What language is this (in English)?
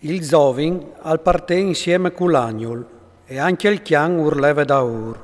Friulian